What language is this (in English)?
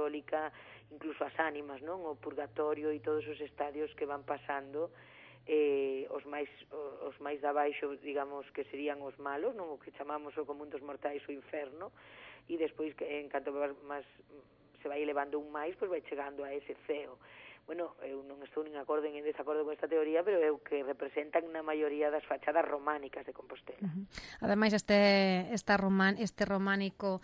Galician